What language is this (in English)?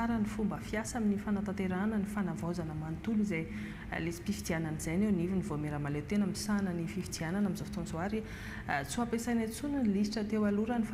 Malagasy